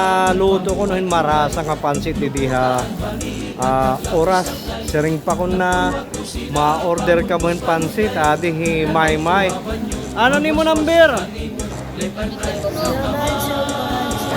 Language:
Waray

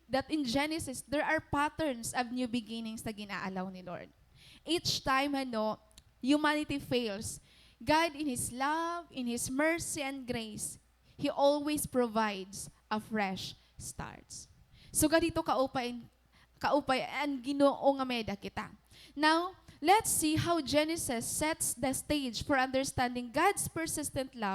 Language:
Waray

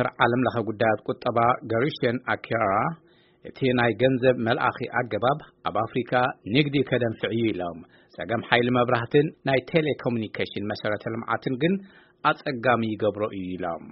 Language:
Tigrinya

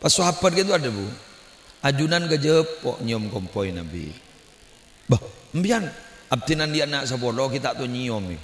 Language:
Madurese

